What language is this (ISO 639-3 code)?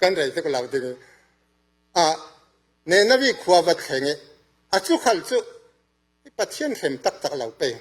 cfm